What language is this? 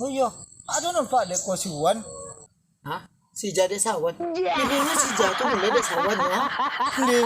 Minangkabau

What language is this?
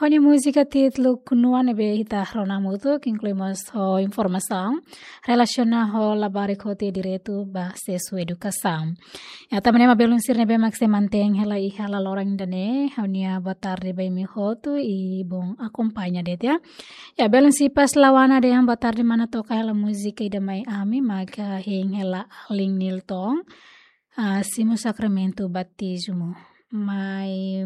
Tetum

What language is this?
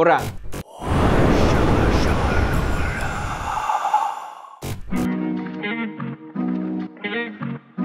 Malay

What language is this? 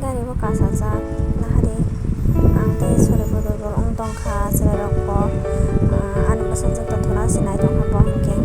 Kok Borok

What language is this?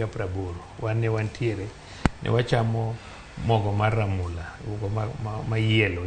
Luo (Kenya and Tanzania)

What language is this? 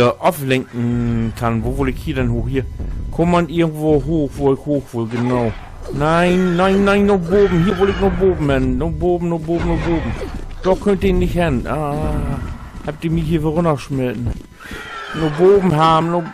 Low German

